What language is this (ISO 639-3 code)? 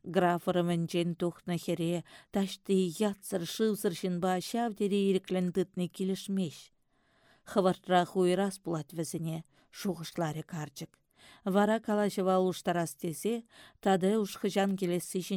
chv